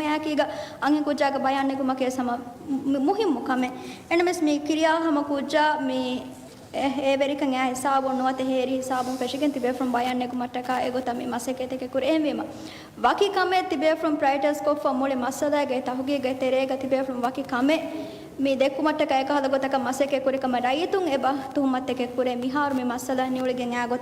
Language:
Divehi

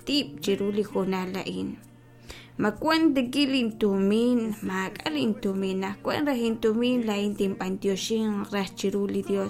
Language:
Kekchí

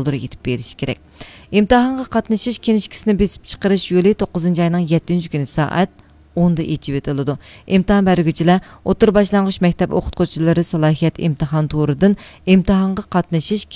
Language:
Uyghur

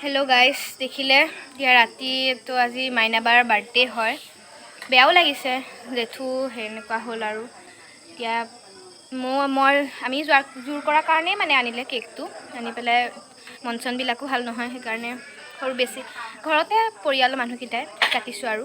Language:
Assamese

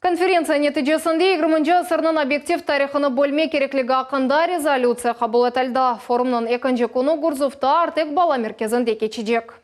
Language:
Crimean Tatar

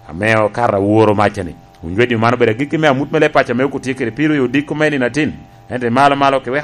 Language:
Lango (Uganda)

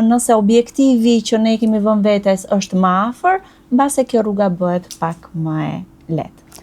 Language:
Albanian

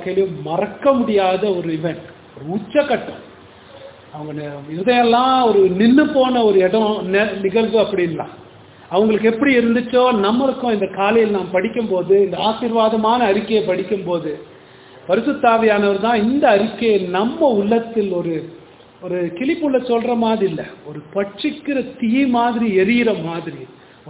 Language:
Tamil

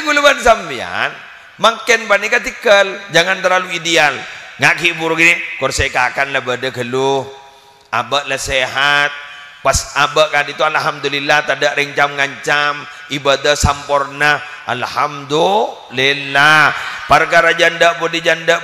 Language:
Madurese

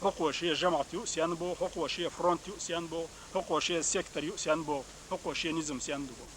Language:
Chechen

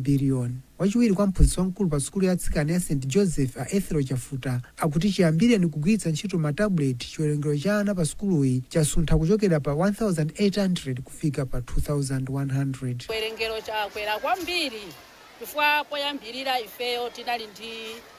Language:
Nyanja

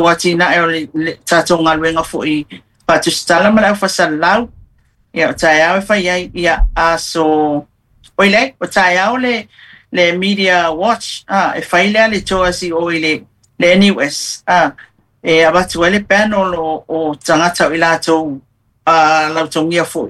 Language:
Samoan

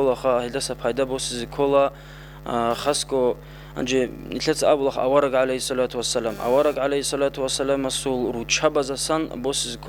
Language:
Avaric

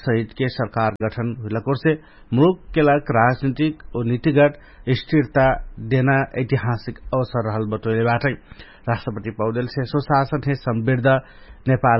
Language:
Dangaura Tharu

